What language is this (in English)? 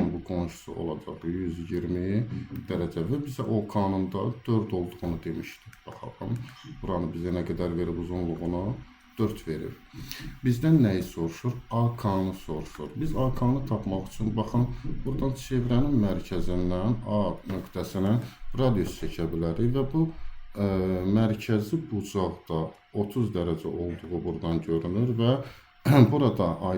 Azerbaijani